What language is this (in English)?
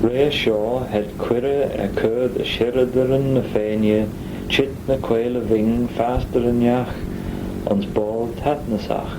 Manx